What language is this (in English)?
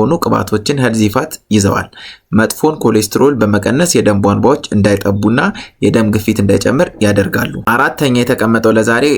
Amharic